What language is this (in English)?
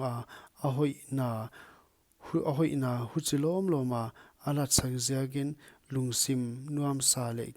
Paite Chin